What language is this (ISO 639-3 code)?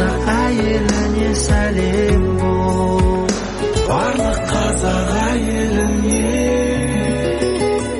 kaz